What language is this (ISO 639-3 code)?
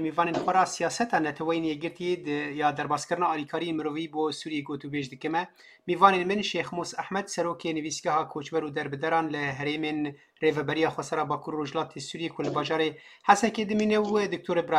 kur